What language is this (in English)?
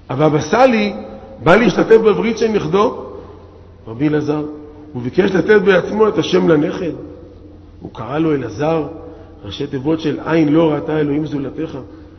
Hebrew